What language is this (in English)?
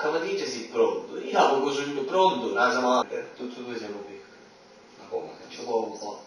Italian